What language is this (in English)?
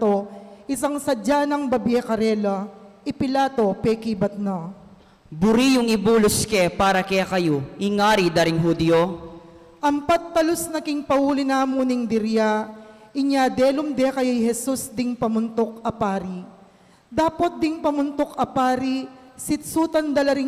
Pampanga